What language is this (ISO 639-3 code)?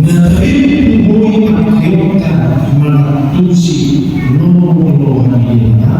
bbc